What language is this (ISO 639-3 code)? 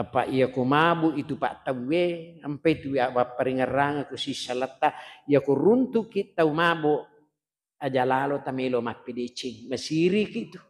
bug